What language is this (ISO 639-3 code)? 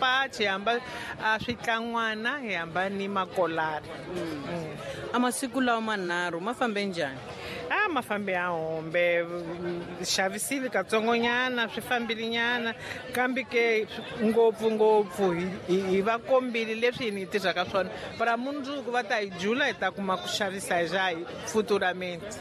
tso